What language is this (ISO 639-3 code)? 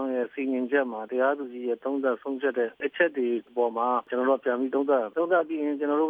mya